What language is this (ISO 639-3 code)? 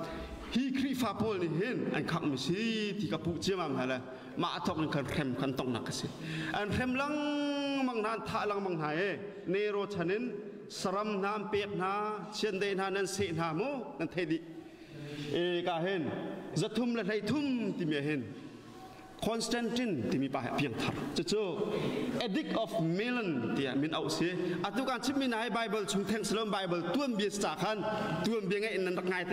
cnh